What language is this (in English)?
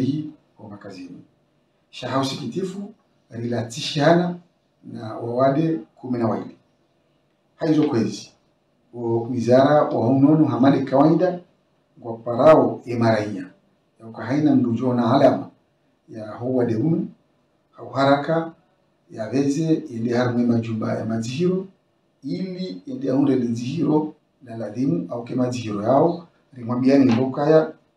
Swahili